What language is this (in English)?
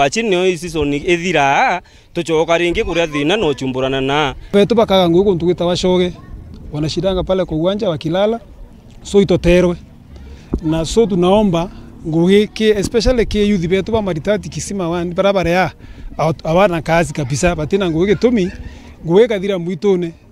Meru